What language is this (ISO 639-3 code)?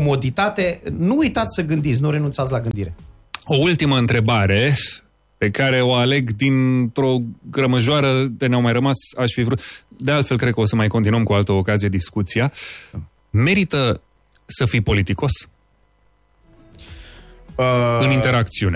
ron